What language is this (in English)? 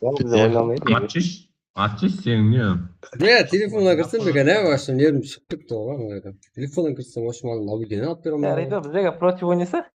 Kara-Kalpak